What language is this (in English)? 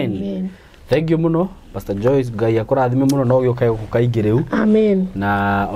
Kikuyu